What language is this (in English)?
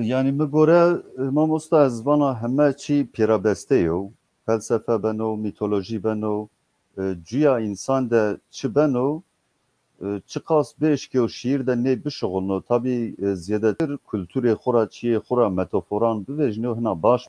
Zaza